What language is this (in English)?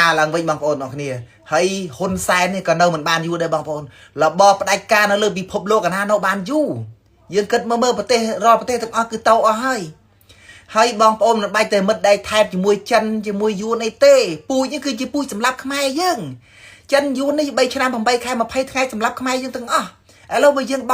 Khmer